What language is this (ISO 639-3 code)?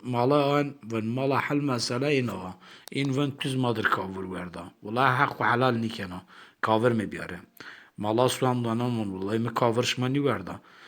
zza